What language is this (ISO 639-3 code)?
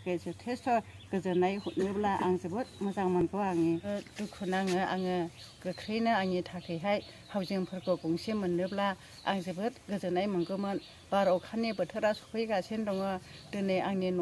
brx